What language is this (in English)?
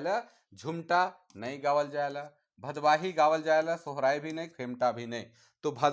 Sadri